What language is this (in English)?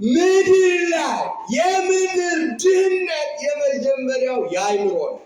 Amharic